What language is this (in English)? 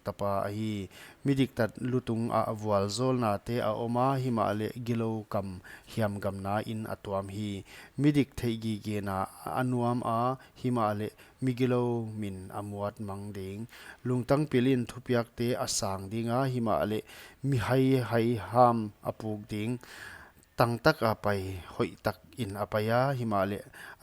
Paite Chin